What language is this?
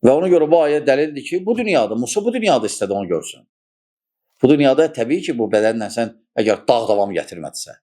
Azerbaijani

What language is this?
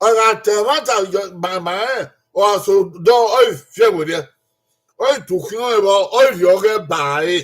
Bini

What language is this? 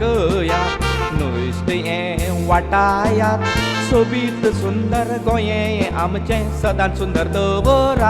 Konkani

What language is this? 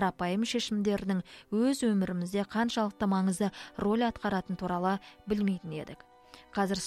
Kazakh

